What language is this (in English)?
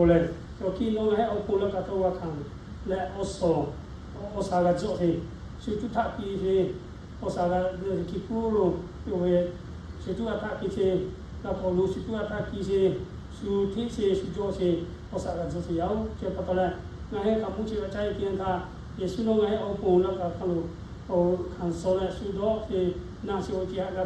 Lahu